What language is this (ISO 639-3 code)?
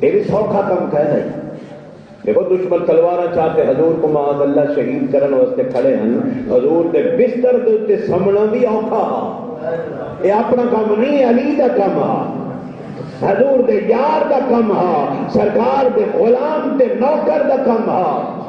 skr